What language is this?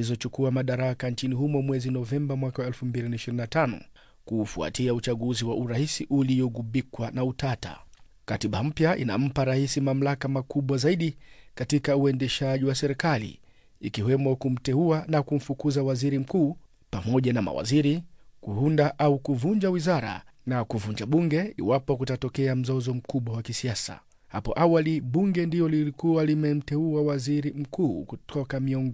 Swahili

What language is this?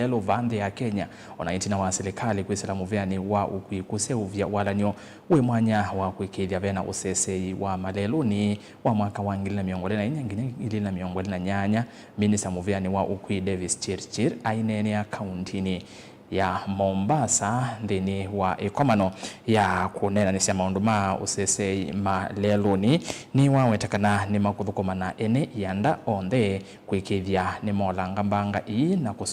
Kamba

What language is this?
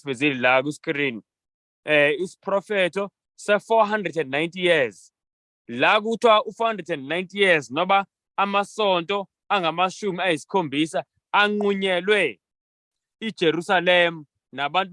Zulu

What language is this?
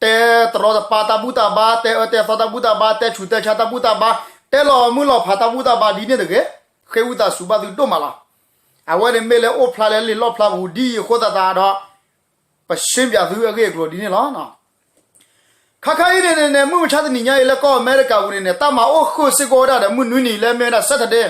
S'gaw Karen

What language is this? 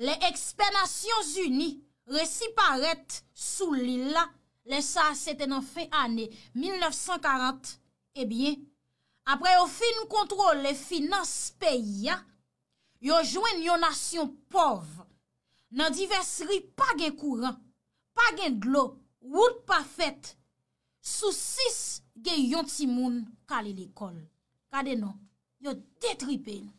Haitian Creole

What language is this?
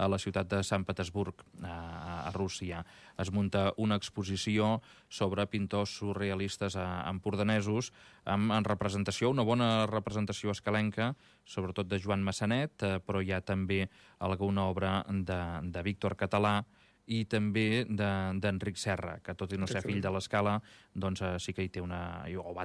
Catalan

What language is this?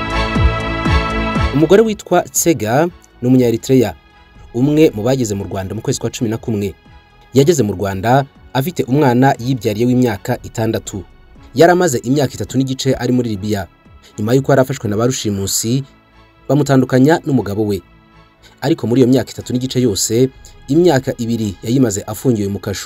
Kinyarwanda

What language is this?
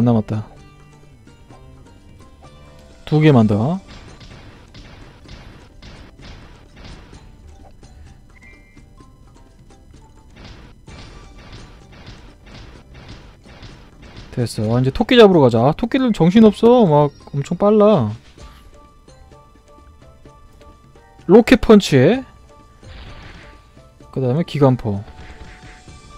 Korean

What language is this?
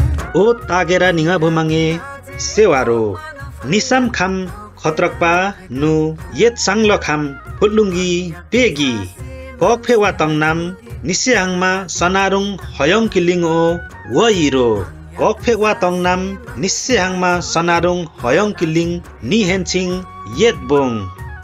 Limbu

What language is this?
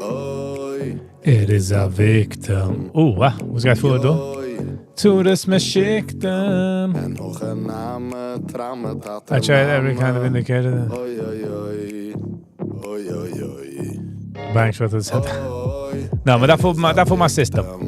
Yiddish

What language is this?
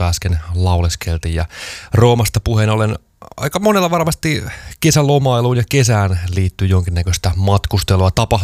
Finnish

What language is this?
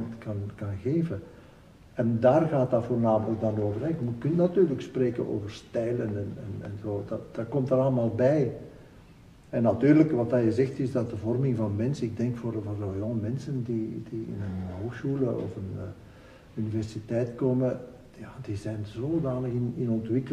Dutch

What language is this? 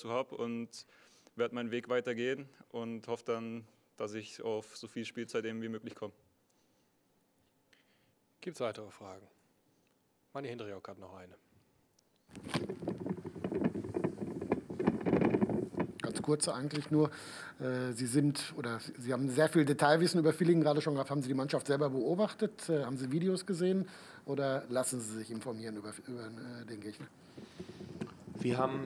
German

